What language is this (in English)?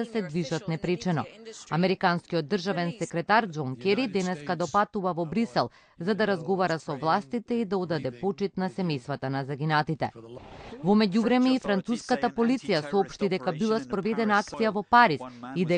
Macedonian